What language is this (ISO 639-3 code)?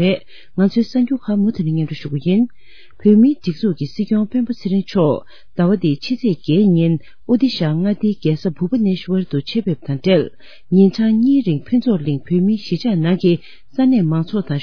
bod